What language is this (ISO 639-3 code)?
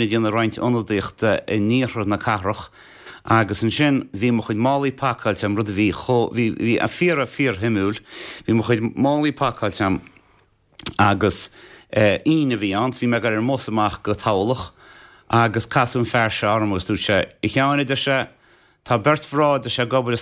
gle